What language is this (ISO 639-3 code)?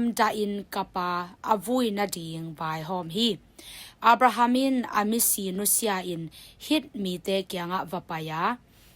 ctd